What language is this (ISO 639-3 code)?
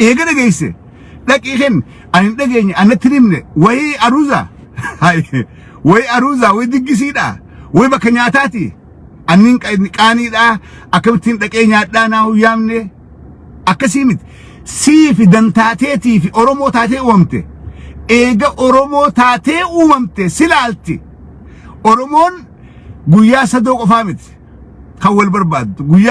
orm